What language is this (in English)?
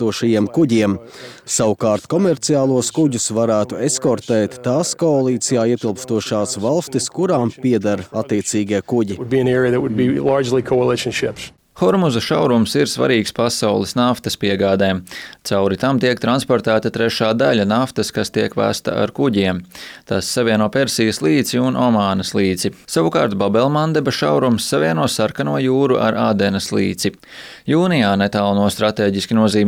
Latvian